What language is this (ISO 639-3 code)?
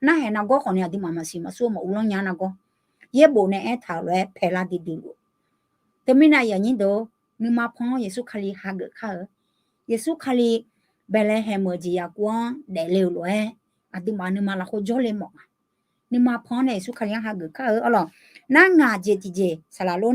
ahk